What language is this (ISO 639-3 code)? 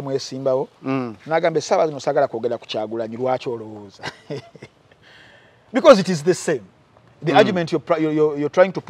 lug